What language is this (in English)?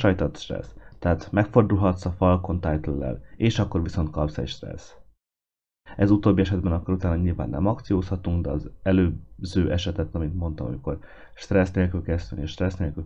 Hungarian